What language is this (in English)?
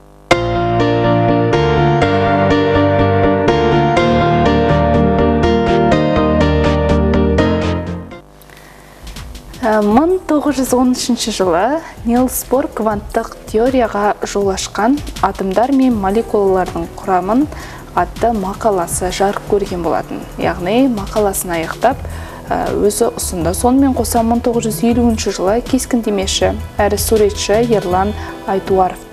Kazakh